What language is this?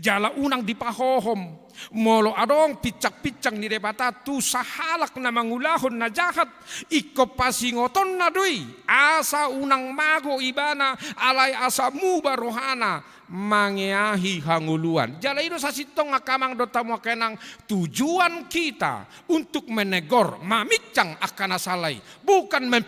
Batak Toba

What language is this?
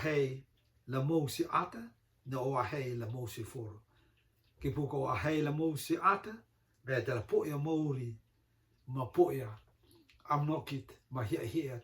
Rotuman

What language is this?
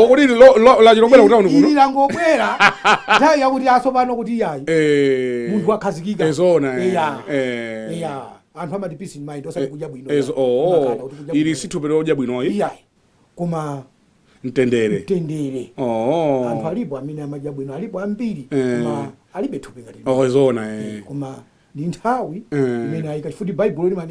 Nyanja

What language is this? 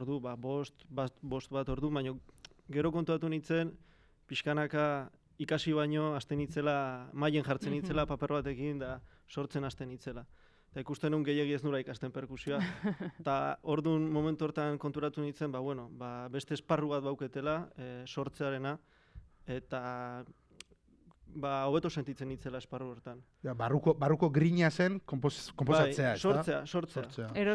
Basque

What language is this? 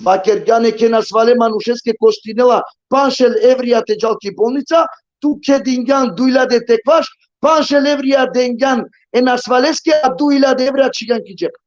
Balkan Romani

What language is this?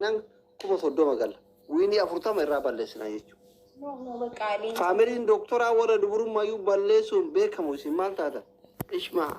Oromo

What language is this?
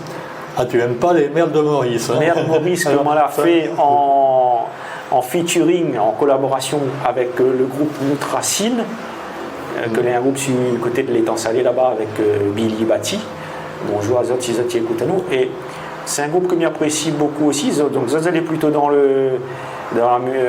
Réunion Creole French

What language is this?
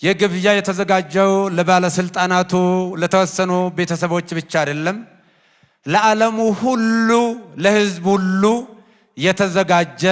Amharic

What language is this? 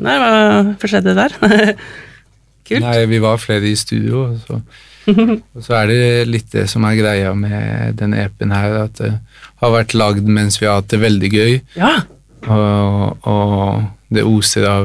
Norwegian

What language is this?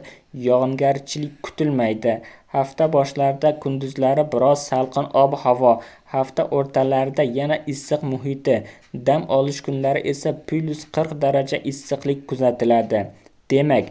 Uzbek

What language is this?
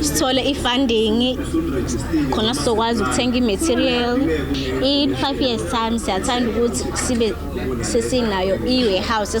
Zulu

